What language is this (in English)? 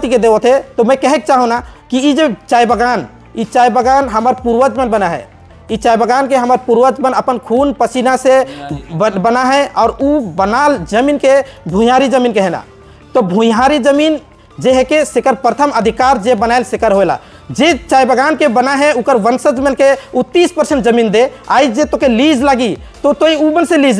Sadri